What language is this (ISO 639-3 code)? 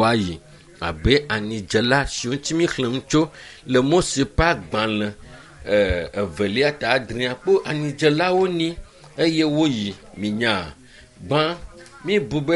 ewe